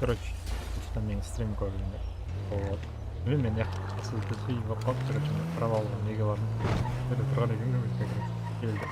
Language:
Kara-Kalpak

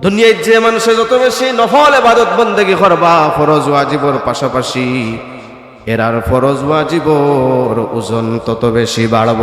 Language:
Sylheti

